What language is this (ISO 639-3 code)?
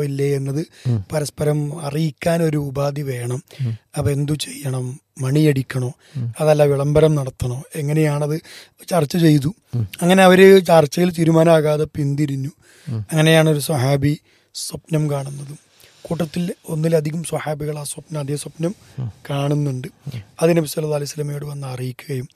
mal